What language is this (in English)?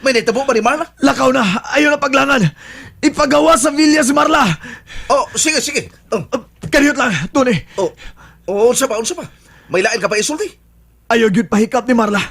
Cebuano